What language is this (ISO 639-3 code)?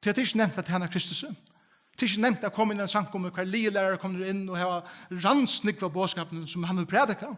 fao